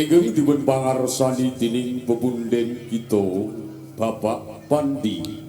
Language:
Javanese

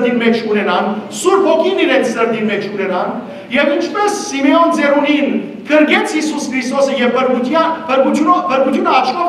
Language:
Western Armenian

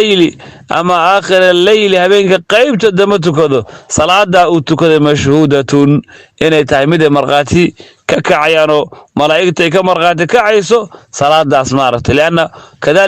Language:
Somali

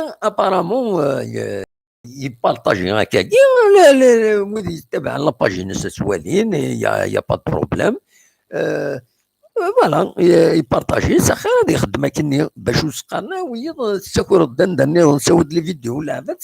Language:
Kabyle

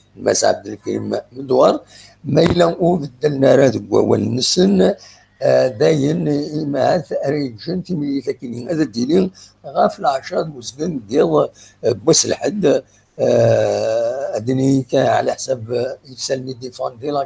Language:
Kabyle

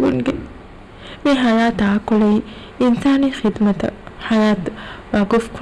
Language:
Divehi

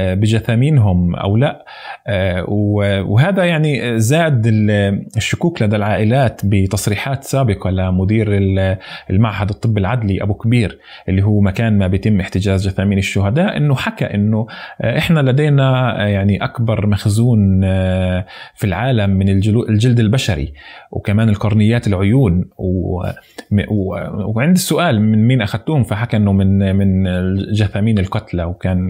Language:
North Levantine Arabic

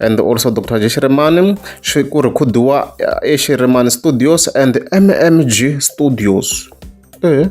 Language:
Tsonga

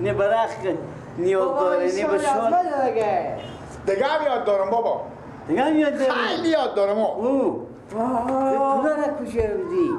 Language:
Persian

